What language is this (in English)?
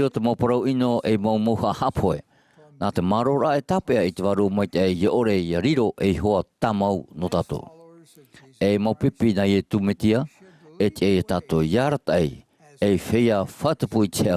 Tahitian